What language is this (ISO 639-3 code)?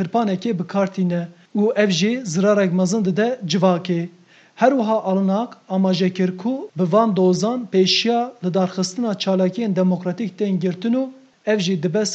kur